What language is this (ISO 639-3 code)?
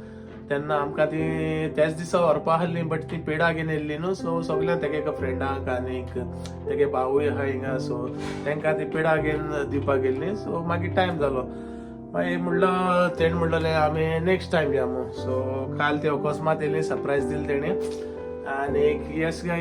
kok